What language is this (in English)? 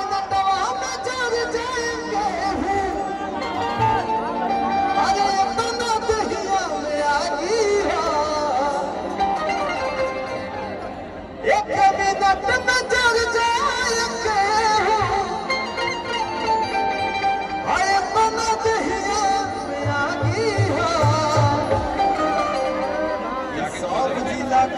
Bhojpuri